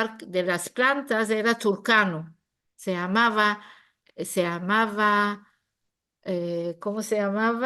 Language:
Ladino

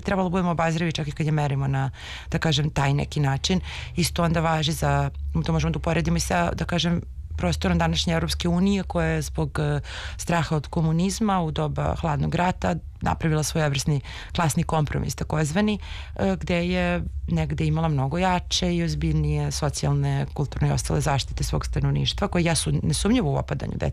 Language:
Serbian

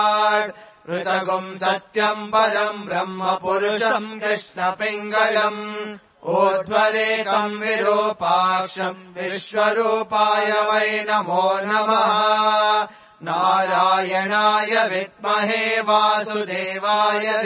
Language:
Sanskrit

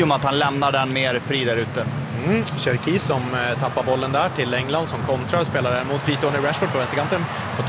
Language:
Swedish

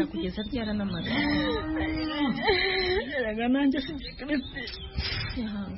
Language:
Kinyarwanda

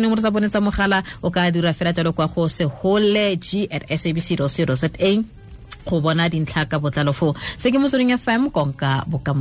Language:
Tswana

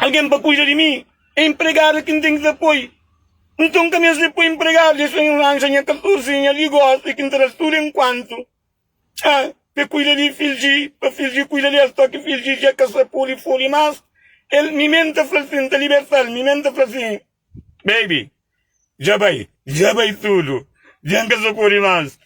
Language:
Kabuverdianu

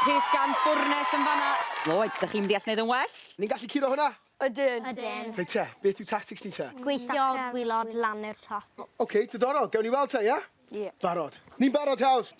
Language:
Welsh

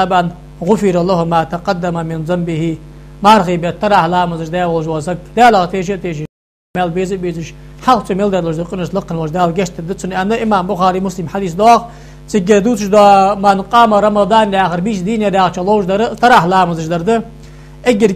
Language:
Ingush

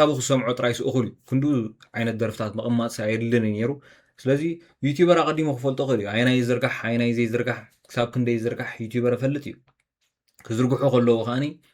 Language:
Tigrinya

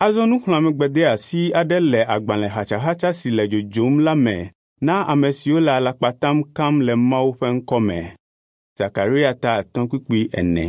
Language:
Ewe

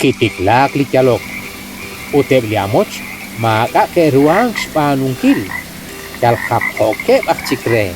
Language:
Kekchí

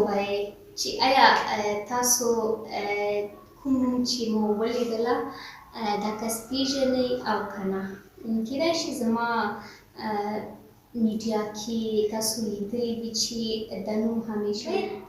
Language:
Pashto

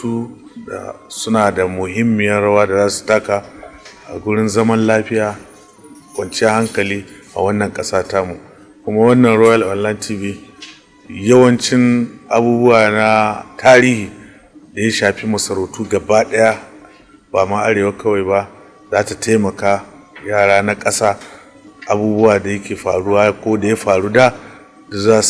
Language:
Hausa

